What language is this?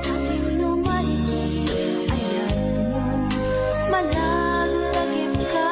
Iloko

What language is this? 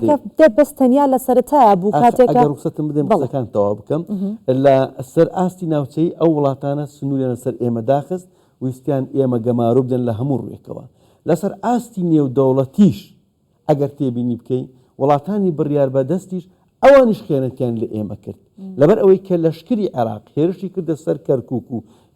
Central Kurdish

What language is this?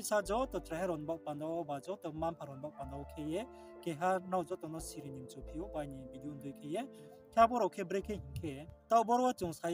Riang (India)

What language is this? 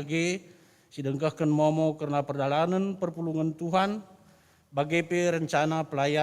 Batak Karo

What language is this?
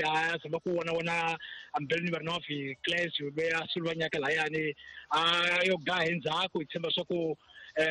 Tsonga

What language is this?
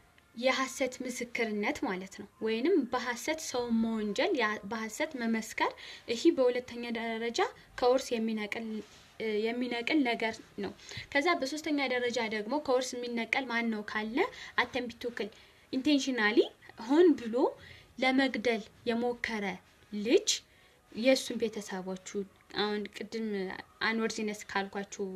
Amharic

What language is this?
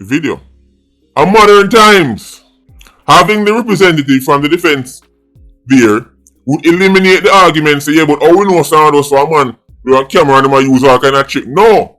Jamaican Creole English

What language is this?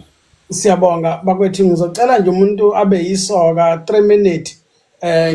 Zulu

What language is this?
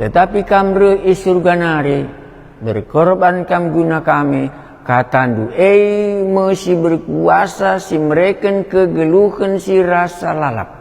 Batak Karo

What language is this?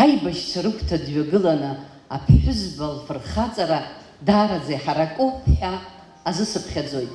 Abkhazian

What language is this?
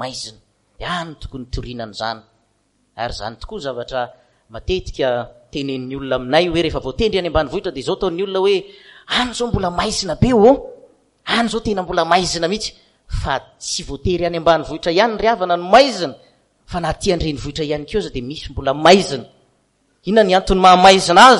Malagasy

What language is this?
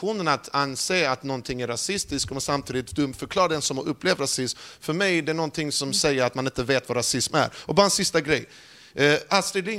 Swedish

